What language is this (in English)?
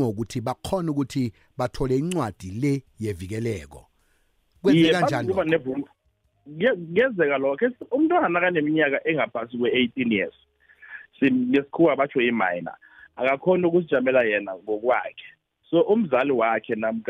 South Ndebele